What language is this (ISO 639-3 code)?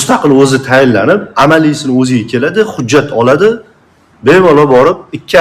uzb